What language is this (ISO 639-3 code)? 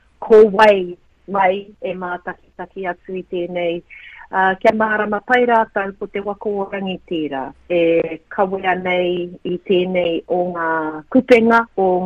mri